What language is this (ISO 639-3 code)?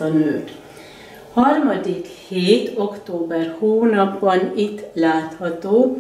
hun